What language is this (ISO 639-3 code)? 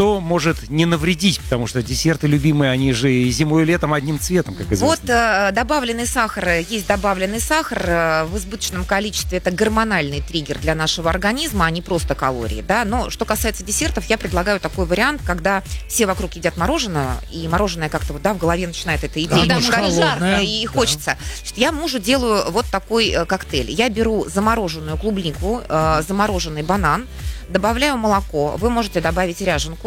rus